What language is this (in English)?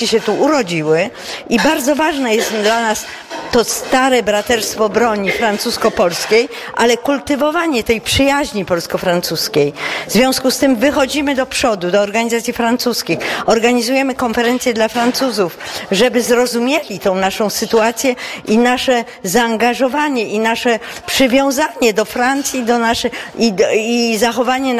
Polish